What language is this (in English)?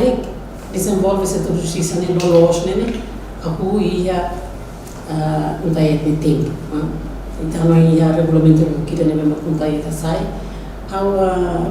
Tetum